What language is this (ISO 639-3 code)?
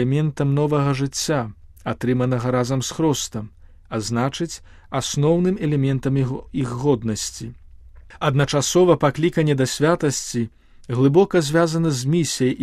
bel